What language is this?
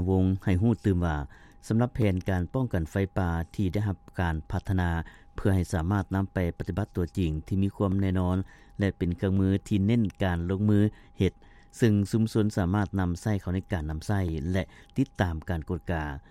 Lao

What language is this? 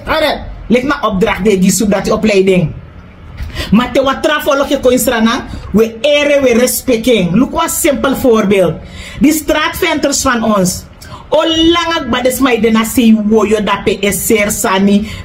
Sranan Tongo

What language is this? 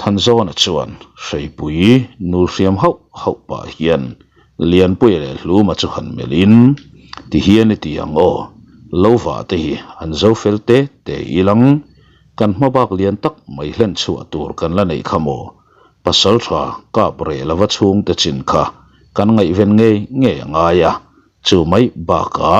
Mizo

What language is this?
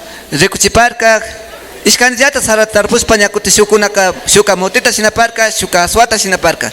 Imbabura Highland Quichua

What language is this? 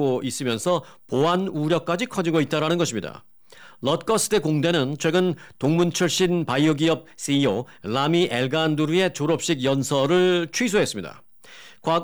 Korean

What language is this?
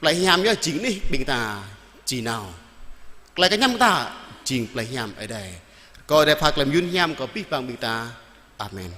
Jarai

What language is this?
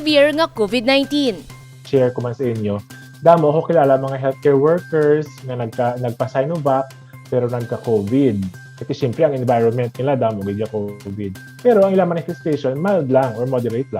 Hiligaynon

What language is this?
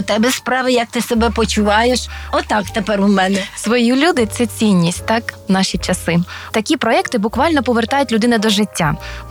Ukrainian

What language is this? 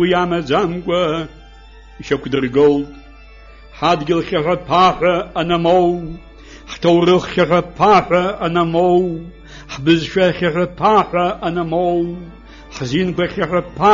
Abkhazian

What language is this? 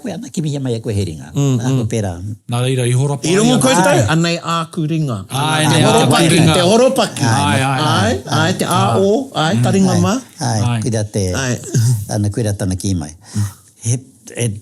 Māori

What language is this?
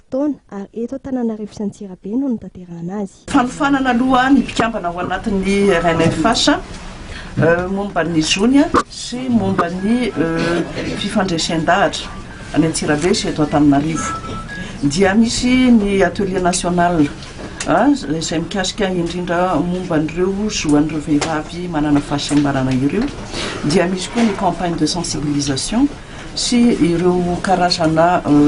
Malagasy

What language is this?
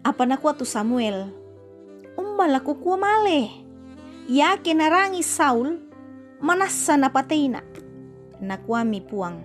Toraja-Sa'dan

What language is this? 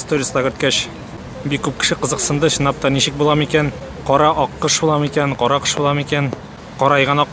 Tatar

